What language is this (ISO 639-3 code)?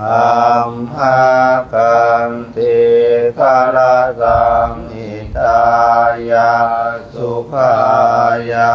pli